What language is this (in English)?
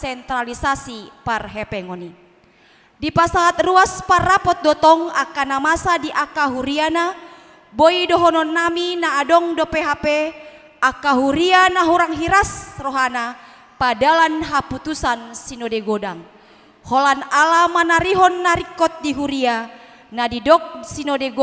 Batak Toba